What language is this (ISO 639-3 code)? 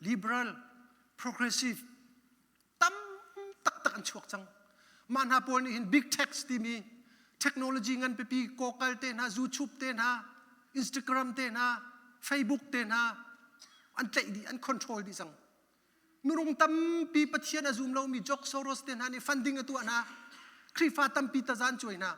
cnh